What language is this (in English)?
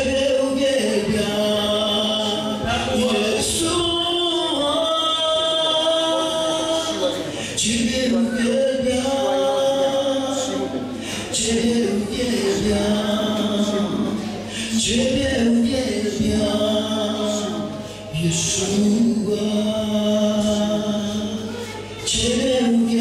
Polish